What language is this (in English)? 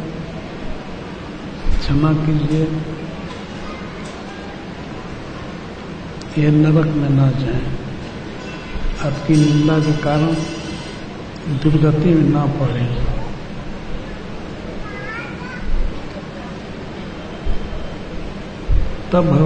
Hindi